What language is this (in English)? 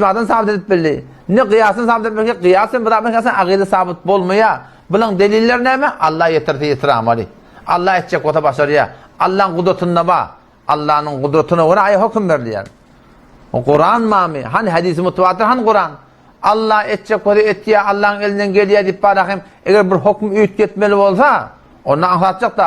Turkmen